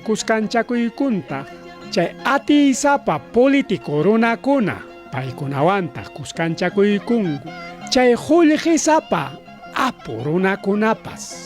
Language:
Ayacucho Quechua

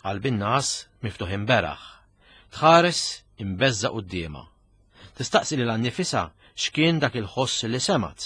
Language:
Maltese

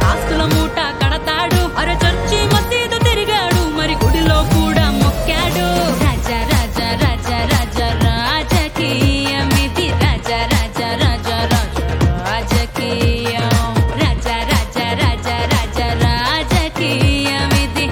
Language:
Telugu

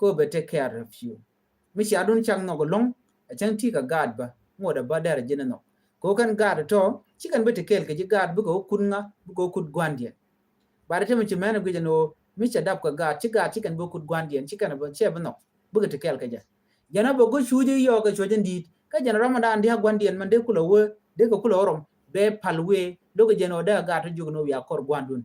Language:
Nuer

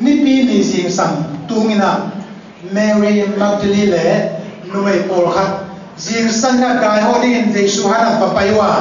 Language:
Tedim Chin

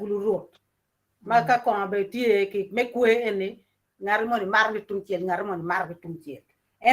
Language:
Acoli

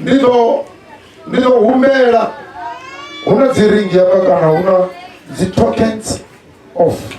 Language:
Venda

